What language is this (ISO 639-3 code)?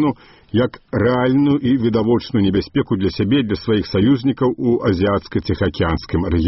bel